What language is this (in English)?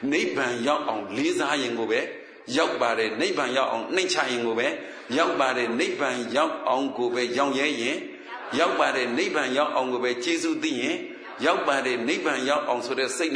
Burmese